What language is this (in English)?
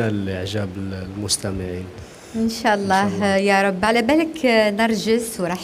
Algerian Arabic